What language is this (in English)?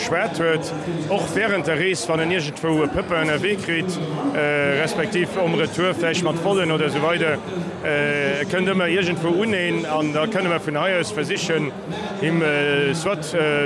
Luxembourgish